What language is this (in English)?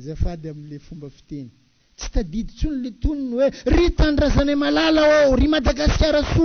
Malagasy